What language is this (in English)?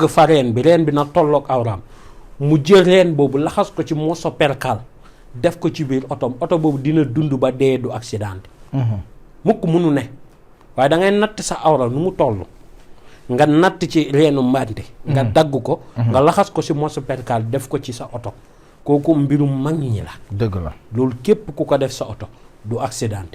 Wolof